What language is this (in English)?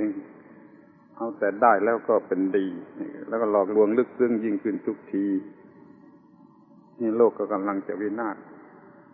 Thai